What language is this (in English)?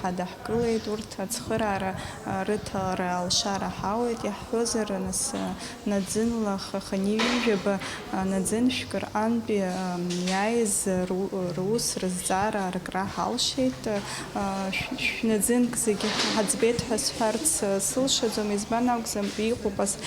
Abkhazian